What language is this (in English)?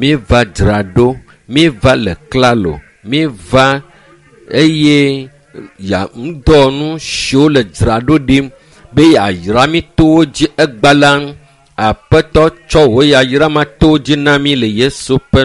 Ewe